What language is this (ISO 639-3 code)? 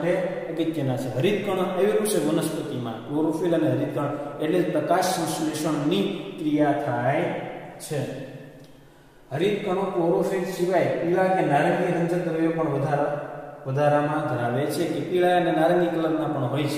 guj